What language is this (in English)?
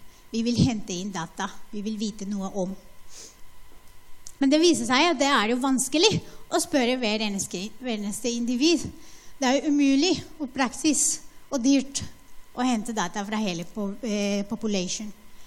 Norwegian